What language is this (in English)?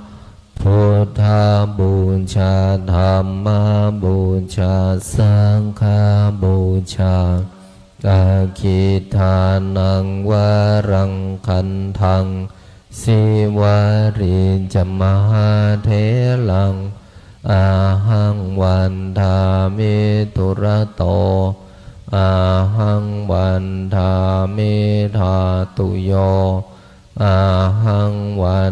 Pali